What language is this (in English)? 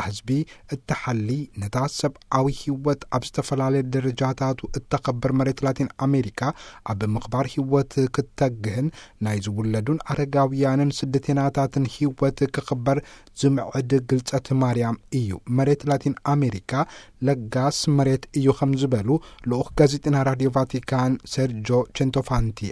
Tigrinya